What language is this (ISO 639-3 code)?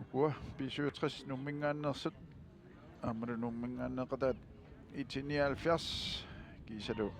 kal